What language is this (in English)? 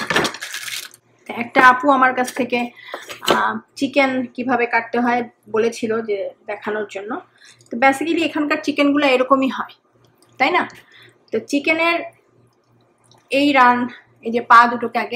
Bangla